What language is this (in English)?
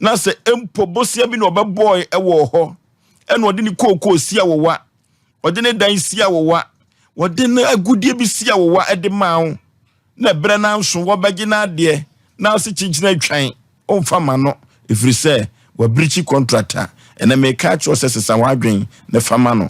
Akan